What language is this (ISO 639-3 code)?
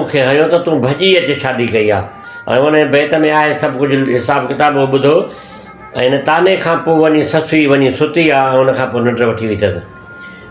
snd